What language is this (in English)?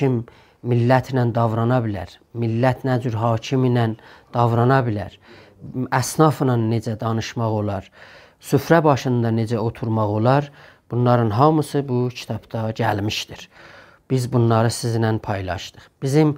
South Azerbaijani